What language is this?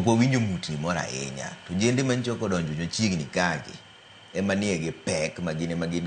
Luo (Kenya and Tanzania)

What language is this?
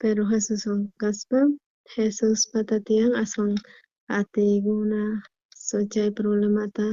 South Bolivian Quechua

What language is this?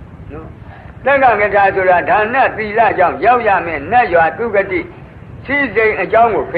Burmese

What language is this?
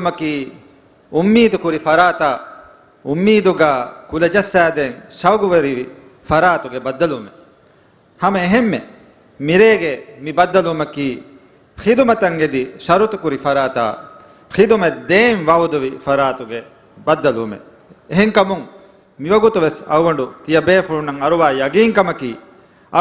Divehi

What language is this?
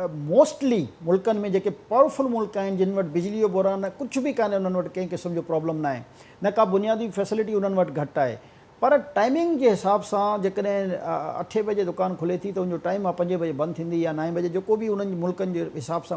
Sindhi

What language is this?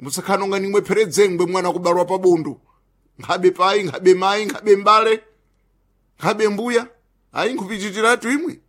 Sena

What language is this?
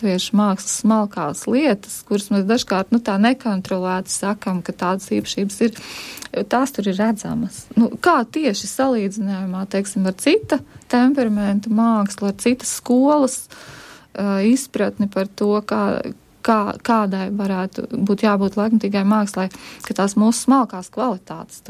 Latvian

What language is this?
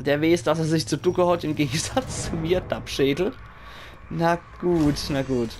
Palatine German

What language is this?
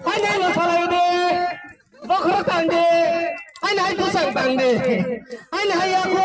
Kok Borok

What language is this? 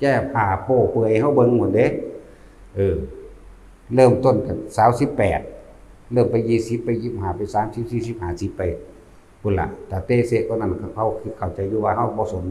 Northeastern Thai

